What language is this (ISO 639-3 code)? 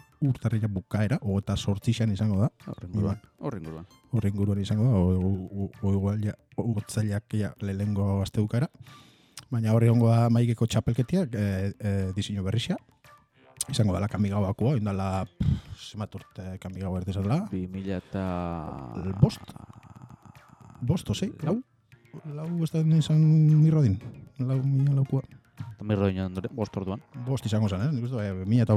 eus